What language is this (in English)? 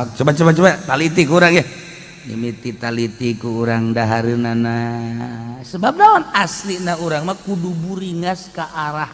Sundanese